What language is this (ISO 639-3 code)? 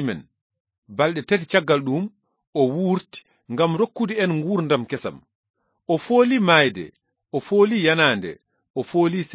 ful